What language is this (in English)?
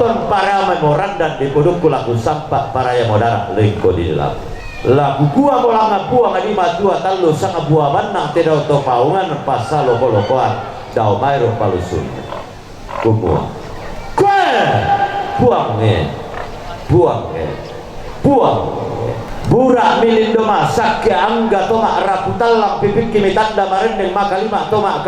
Toraja-Sa'dan